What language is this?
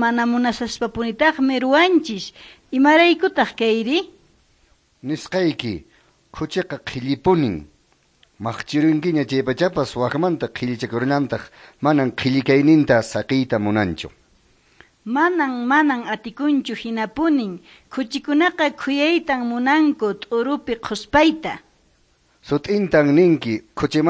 Quechua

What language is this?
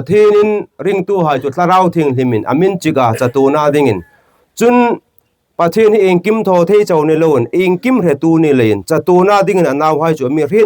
Hmar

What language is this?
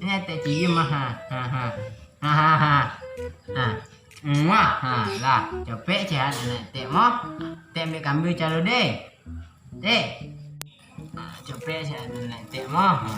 Minangkabau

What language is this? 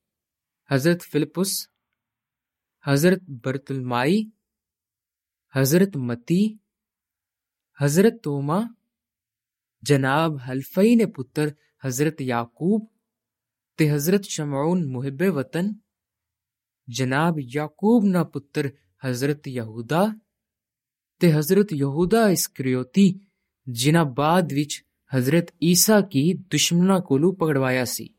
Pahari-Potwari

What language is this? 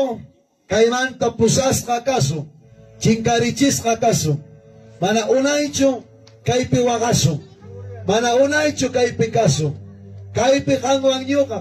Ayacucho Quechua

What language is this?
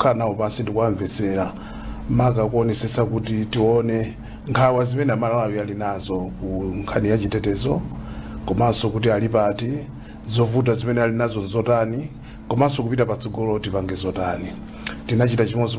Nyanja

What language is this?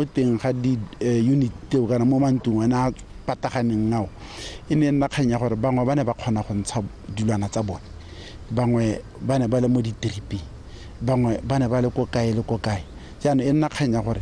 Tswana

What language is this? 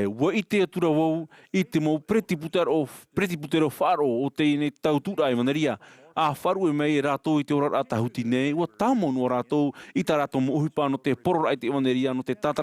Tahitian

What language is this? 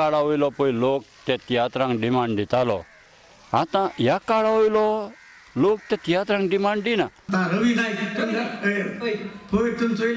Konkani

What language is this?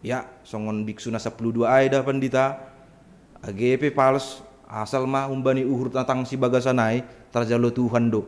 Batak Simalungun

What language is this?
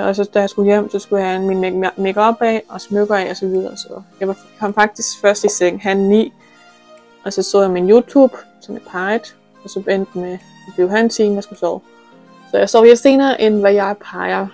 Danish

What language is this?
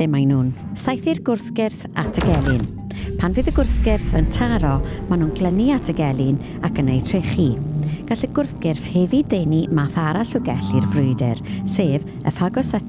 Welsh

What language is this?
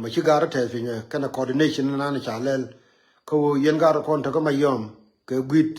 Nuer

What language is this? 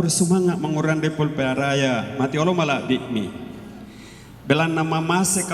Toraja-Sa'dan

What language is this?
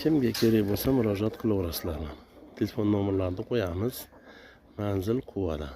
Uzbek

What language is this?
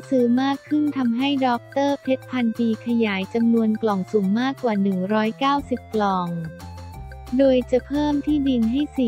Thai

